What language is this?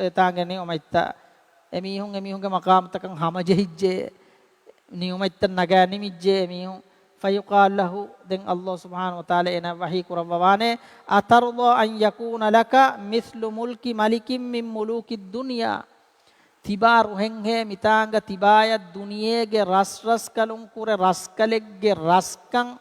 Divehi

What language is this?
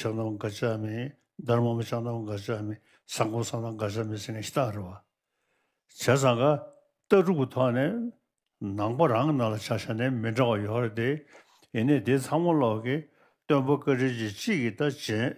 Tibetan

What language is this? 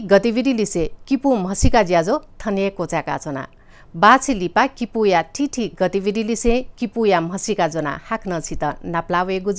Newari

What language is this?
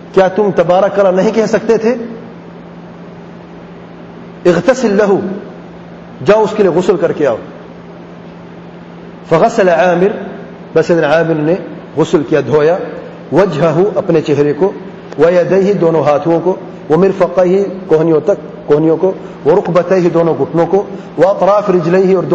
Urdu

